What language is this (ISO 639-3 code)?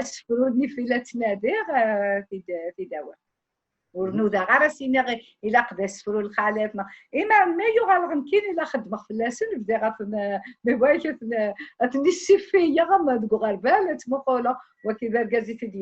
kab